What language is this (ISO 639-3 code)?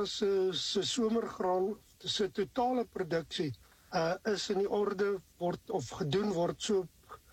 afr